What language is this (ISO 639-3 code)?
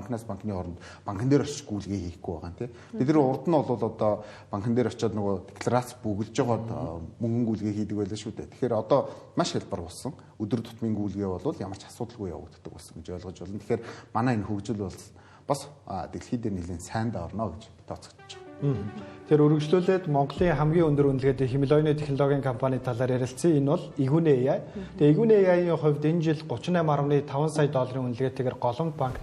mon